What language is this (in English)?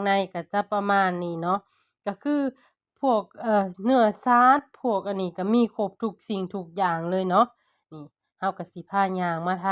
Lao